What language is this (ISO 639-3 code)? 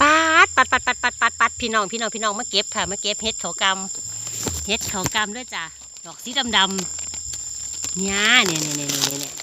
tts